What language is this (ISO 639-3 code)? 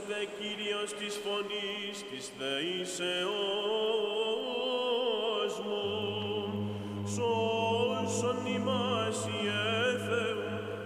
ell